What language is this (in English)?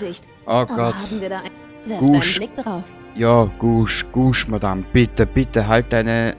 Bavarian